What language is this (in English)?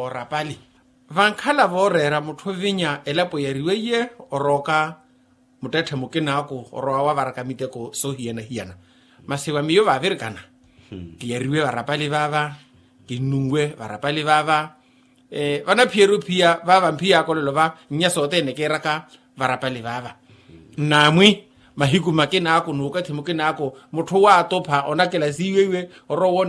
Makhuwa